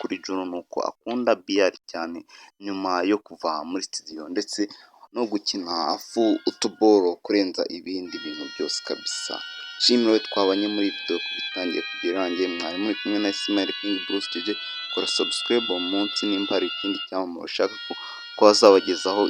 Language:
Kinyarwanda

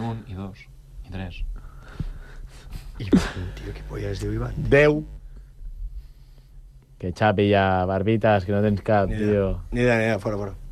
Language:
Catalan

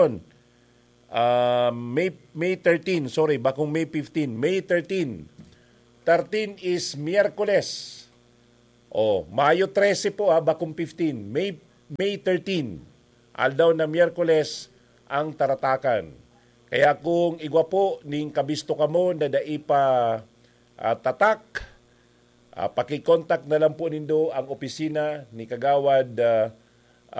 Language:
Bikol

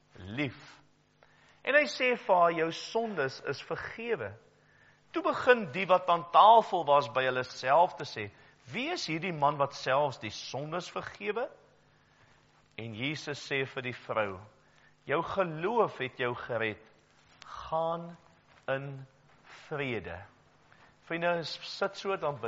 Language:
Afrikaans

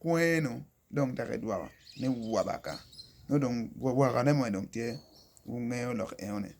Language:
Acoli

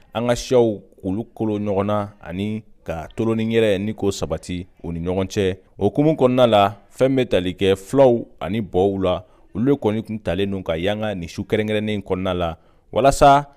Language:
Bambara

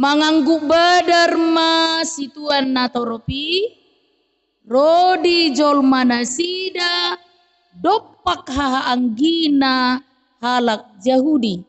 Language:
Batak Toba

